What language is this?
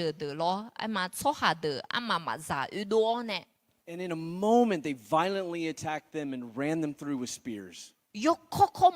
Akha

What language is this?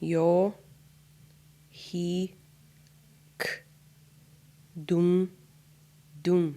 Mohawk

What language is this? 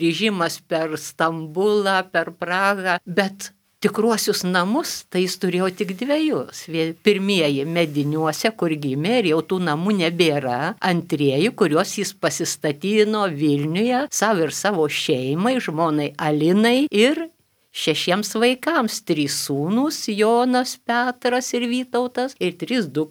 Lithuanian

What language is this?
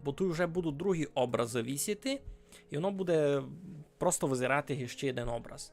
Rusyn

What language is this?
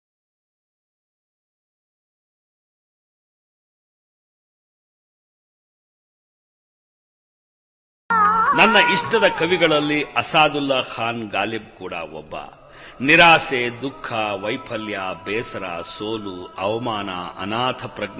Kannada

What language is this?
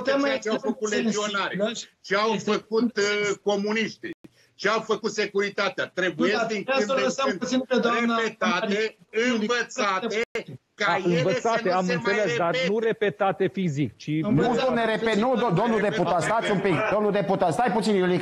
Romanian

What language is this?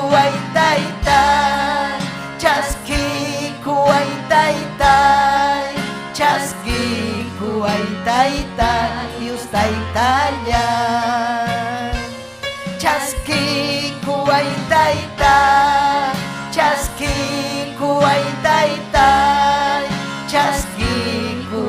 Ayacucho Quechua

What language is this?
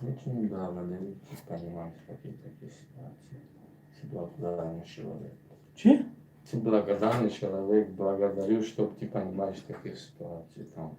Tajik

